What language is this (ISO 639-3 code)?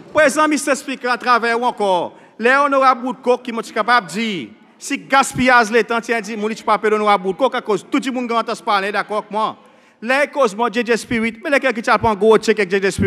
crs